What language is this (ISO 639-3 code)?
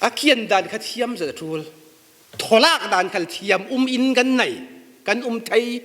cfm